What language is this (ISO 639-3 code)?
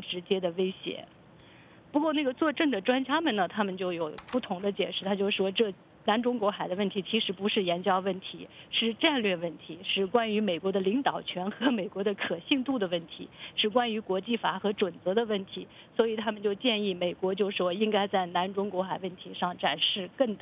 zho